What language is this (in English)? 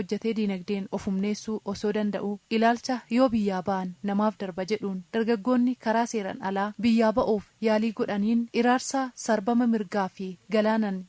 Oromo